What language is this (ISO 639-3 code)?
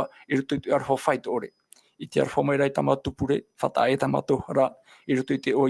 tah